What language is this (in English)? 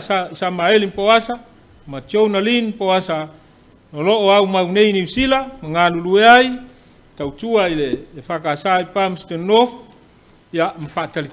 Samoan